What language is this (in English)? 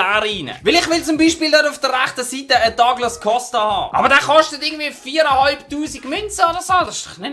Swiss German